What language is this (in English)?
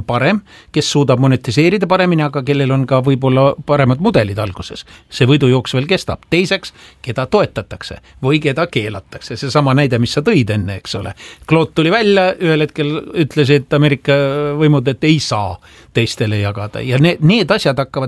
Estonian